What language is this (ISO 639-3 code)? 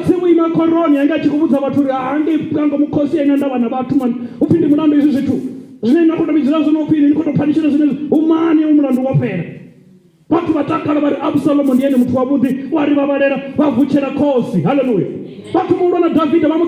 ven